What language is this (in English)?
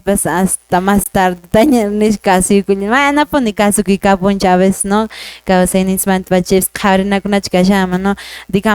Quechua